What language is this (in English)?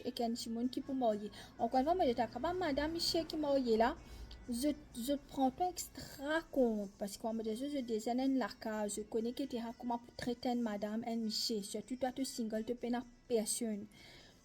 Morisyen